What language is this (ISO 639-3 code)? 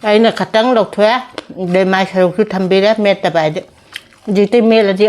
mni